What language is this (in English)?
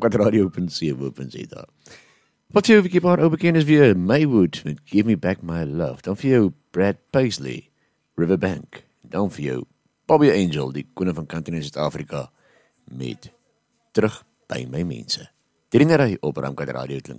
Afrikaans